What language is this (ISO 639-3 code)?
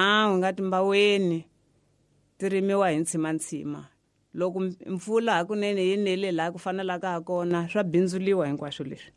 tso